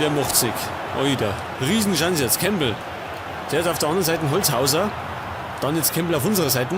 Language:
Bavarian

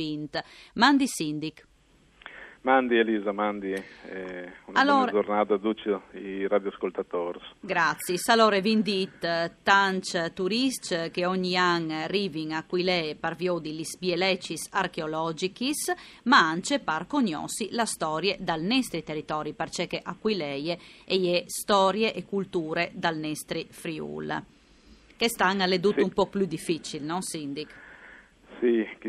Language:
Friulian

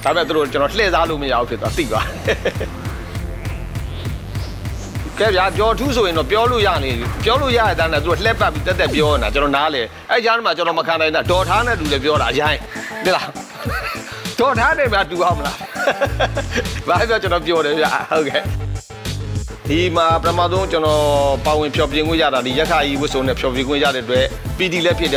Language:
Burmese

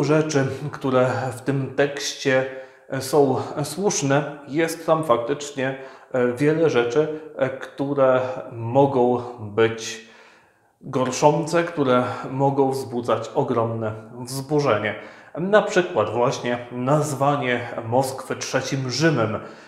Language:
Polish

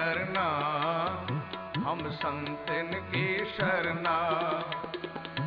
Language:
Hindi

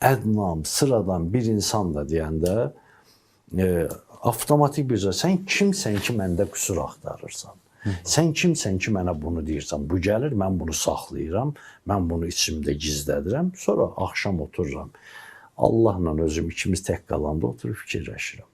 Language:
Azerbaijani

